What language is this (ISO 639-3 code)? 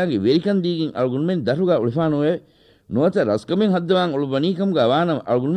div